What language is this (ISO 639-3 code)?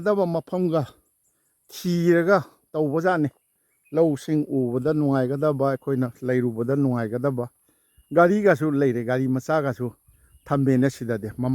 mni